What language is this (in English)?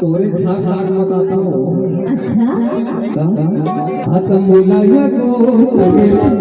Chhattisgarhi